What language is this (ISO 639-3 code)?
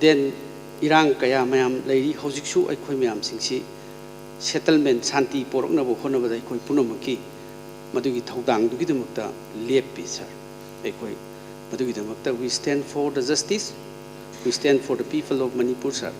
mni